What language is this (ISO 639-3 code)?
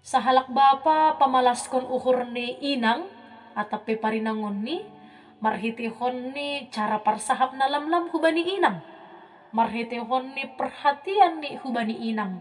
bts